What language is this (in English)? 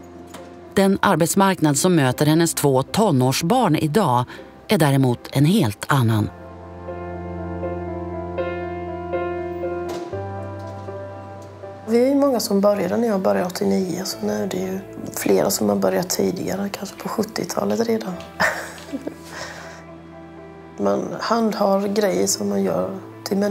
Swedish